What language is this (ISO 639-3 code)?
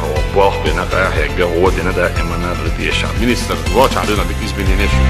che